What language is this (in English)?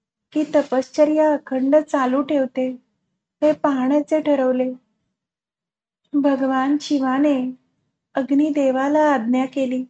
Marathi